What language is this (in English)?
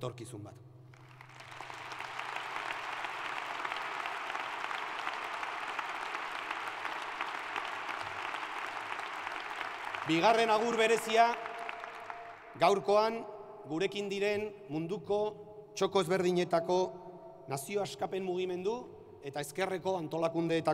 Basque